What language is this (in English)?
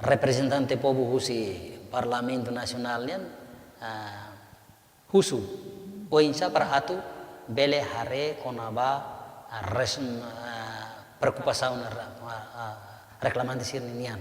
Tetum